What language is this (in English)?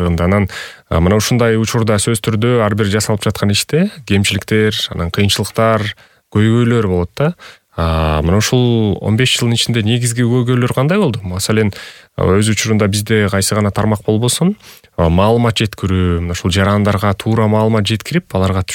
Kyrgyz